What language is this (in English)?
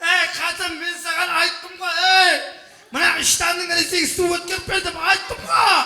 Kara-Kalpak